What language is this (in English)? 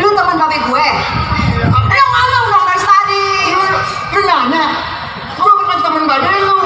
Betawi